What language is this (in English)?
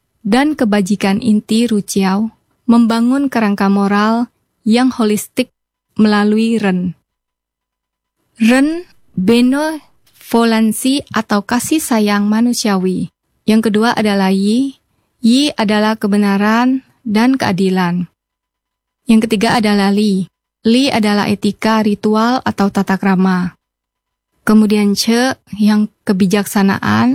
Indonesian